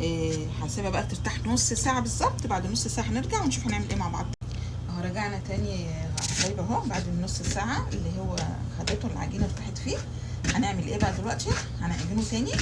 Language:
Egyptian Arabic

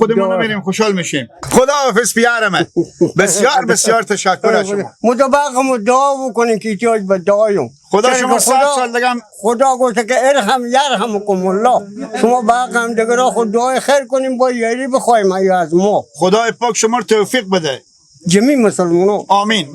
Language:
Persian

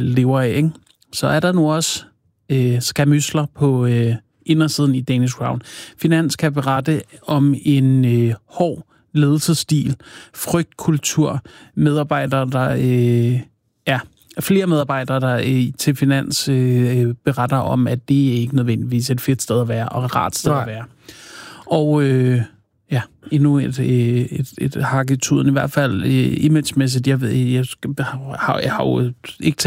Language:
Danish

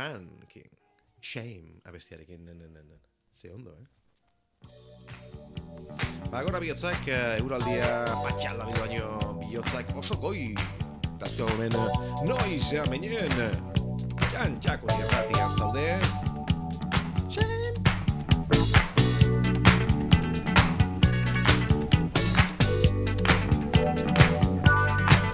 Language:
Basque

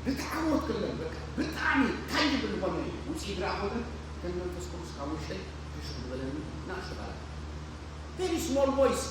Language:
Tigrinya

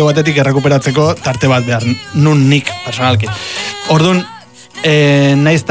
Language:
Basque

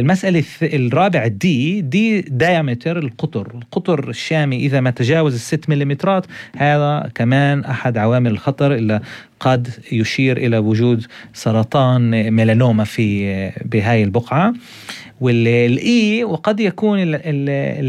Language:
North Levantine Arabic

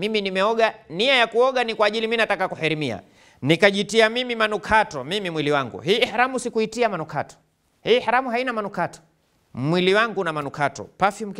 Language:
Swahili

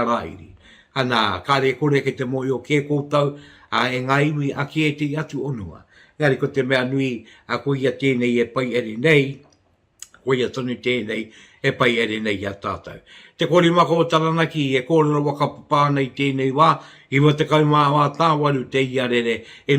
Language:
Māori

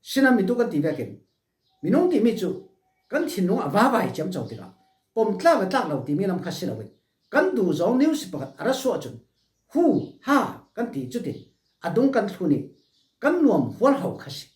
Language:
Falam Chin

